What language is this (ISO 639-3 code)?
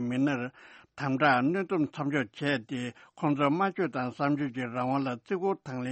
bod